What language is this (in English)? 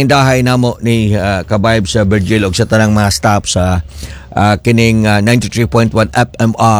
Cebuano